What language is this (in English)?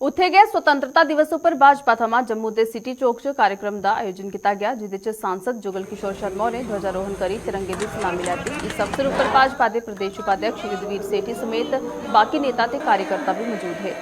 Dogri